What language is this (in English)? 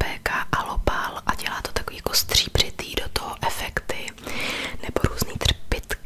Czech